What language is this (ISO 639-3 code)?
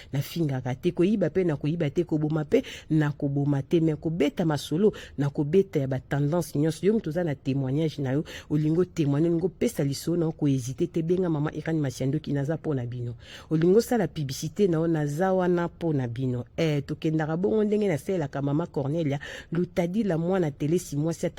lin